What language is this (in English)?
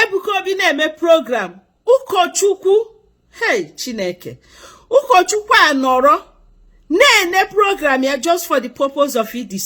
Igbo